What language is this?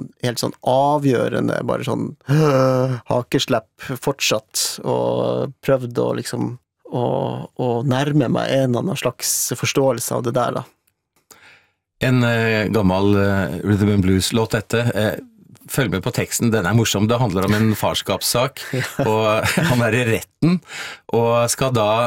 Norwegian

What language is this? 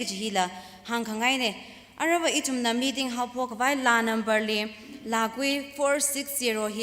Tangkhul Naga (India)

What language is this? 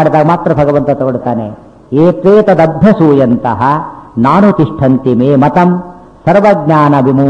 Kannada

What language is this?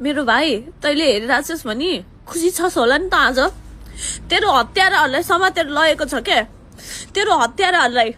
Nepali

